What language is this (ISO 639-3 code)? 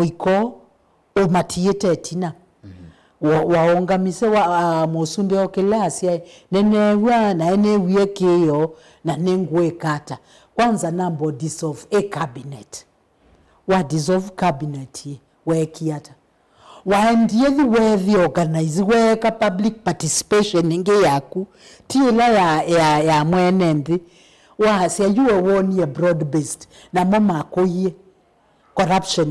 kam